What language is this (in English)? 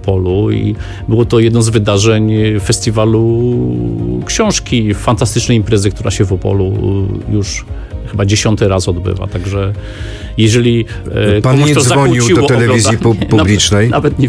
Polish